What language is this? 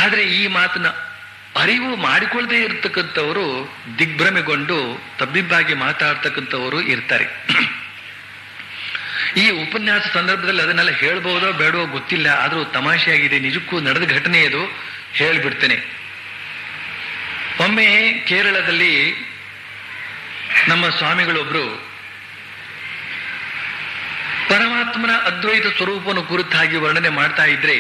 Kannada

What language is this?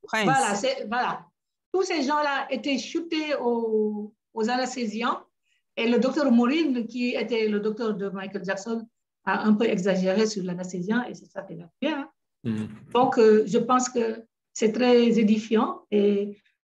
French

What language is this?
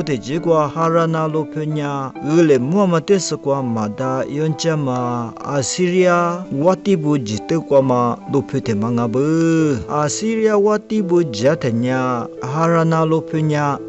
Lisu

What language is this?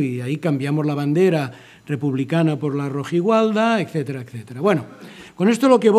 Spanish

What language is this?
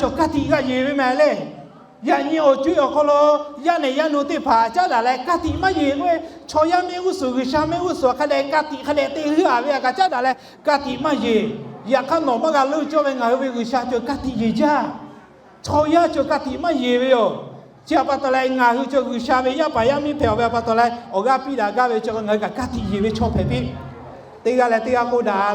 Lahu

